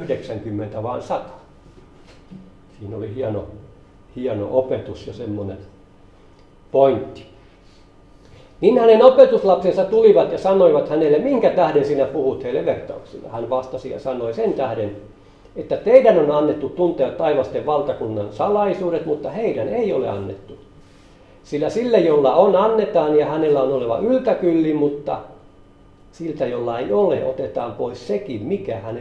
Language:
Finnish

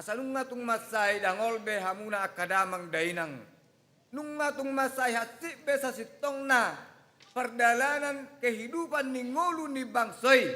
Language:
Batak Toba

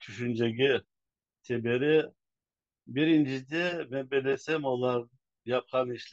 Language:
Crimean Tatar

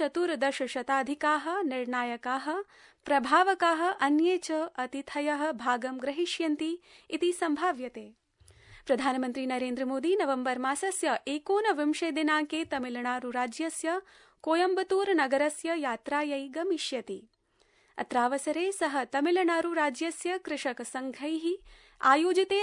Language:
Sanskrit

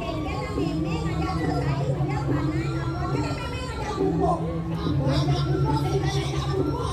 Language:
Balinese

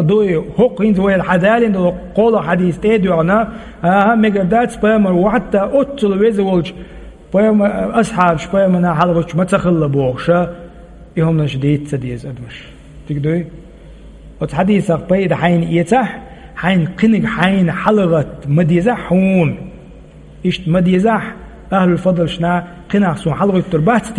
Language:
Chechen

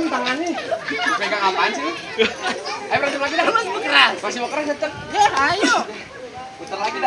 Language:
Betawi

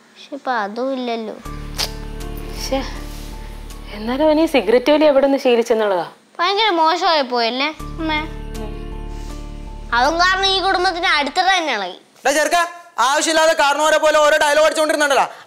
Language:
Malayalam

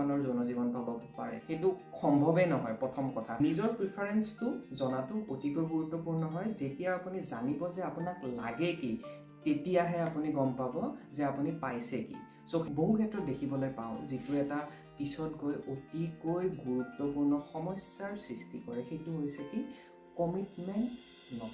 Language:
Assamese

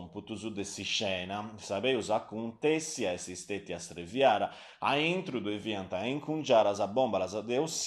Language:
Sardinian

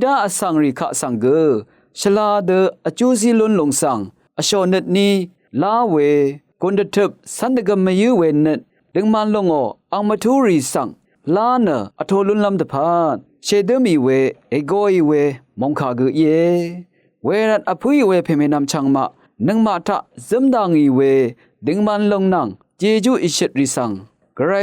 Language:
Rawang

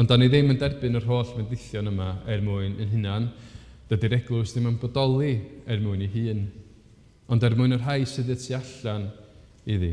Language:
Welsh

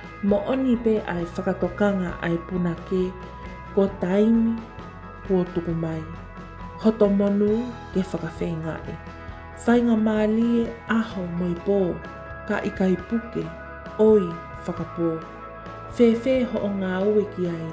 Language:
Tongan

